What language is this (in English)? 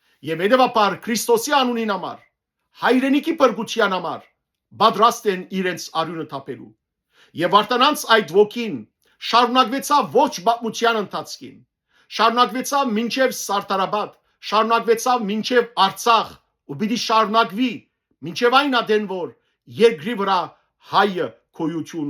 Western Armenian